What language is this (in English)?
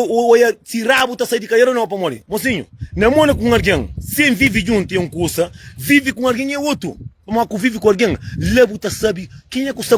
Kabuverdianu